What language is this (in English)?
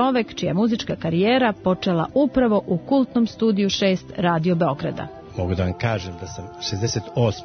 Serbian